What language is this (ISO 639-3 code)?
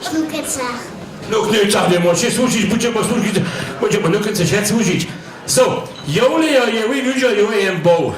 hsb